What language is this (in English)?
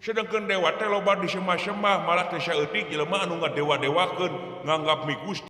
Sundanese